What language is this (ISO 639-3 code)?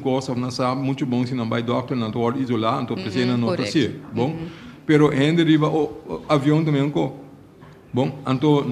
pap